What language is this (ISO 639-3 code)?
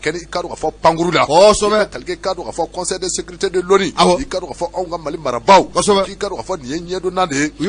bam